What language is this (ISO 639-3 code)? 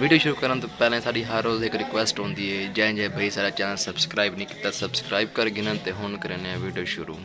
skr